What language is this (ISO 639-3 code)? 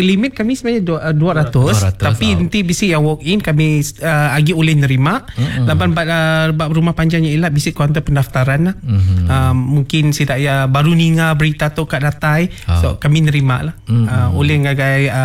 iba